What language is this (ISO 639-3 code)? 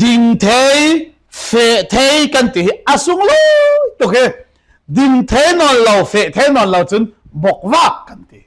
cfm